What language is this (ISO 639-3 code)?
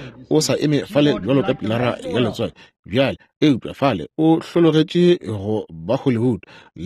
nso